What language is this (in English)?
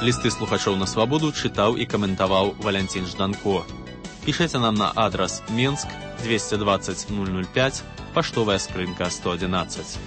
Belarusian